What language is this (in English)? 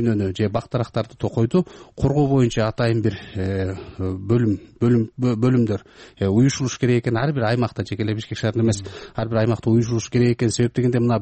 Kyrgyz